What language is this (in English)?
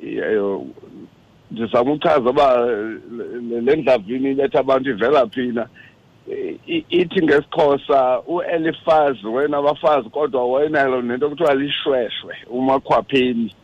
Xhosa